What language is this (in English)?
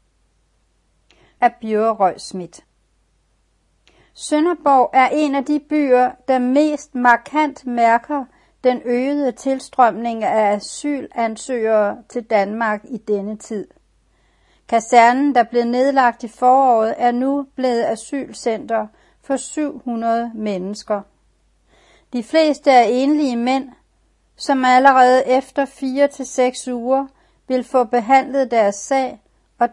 Danish